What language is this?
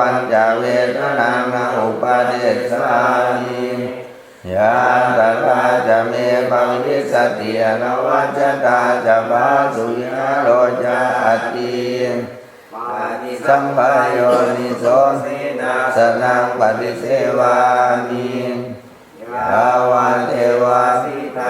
Pali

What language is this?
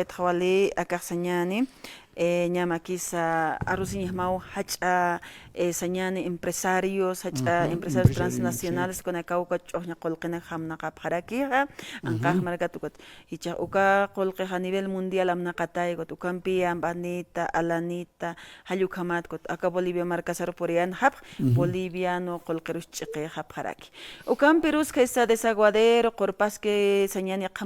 Aymara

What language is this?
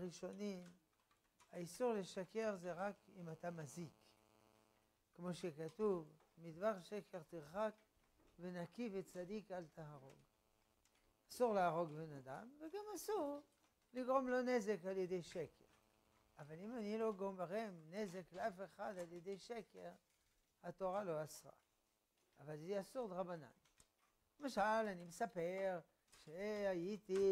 Hebrew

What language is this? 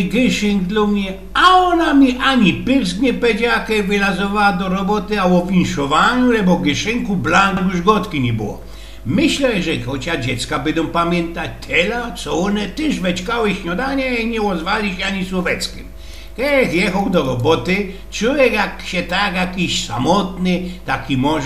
Silesian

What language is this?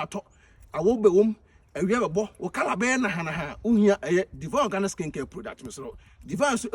Akan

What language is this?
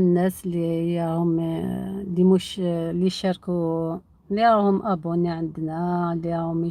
Algerian Arabic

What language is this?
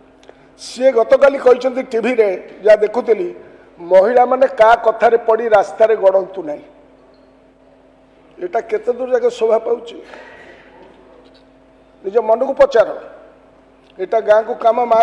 Odia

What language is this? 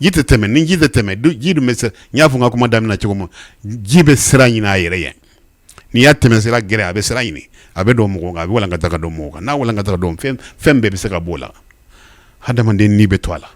Bambara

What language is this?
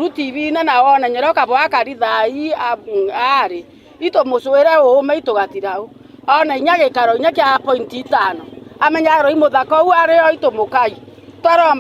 Meru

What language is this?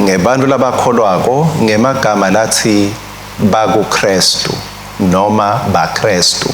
Swati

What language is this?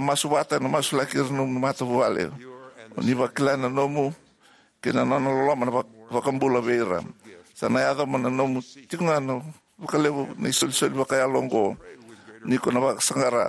Fijian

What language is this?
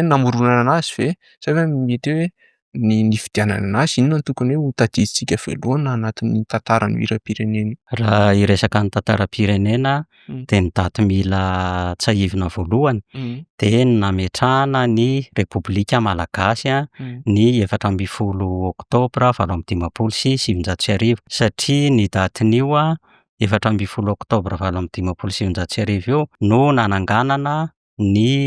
Malagasy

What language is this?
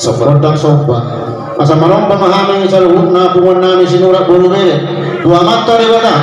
Batak Toba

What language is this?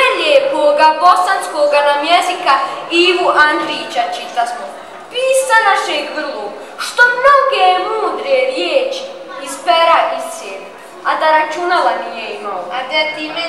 Bosnian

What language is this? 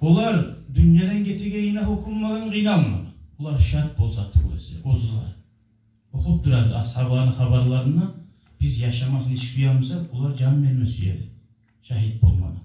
Kumyk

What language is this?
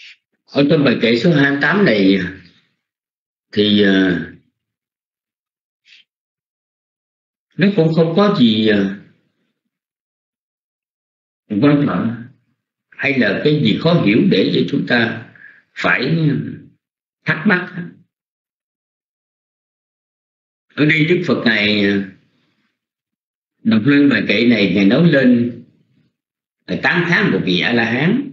Vietnamese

